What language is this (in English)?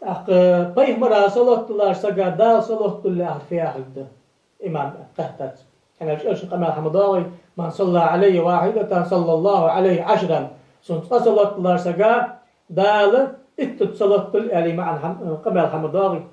Ingush